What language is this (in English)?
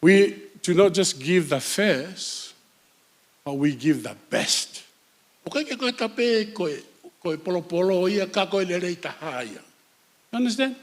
Tongan